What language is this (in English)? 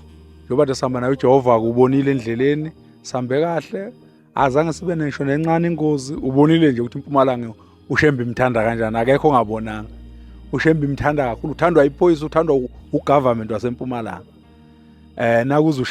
Zulu